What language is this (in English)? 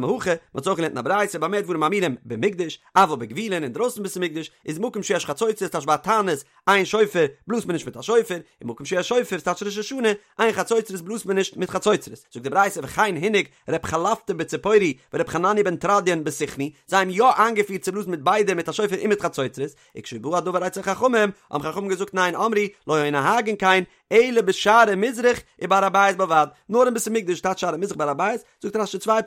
Yiddish